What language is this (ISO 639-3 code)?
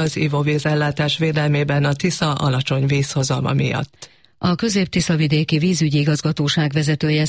hun